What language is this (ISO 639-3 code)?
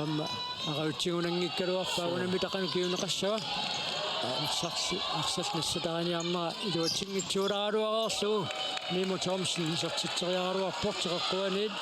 kal